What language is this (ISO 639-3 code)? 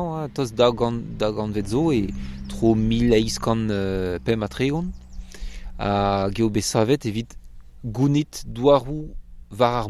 bre